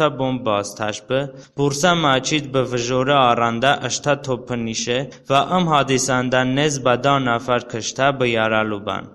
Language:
Talysh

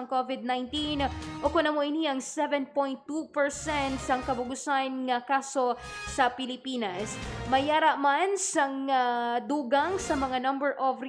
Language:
Hiligaynon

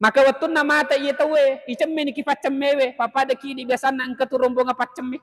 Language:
Buginese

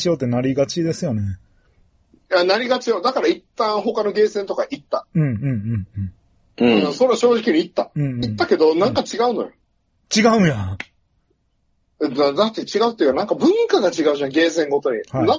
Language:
Japanese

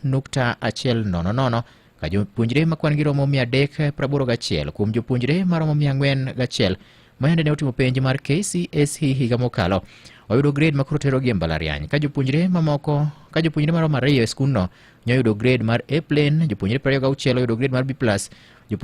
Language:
Luo (Kenya and Tanzania)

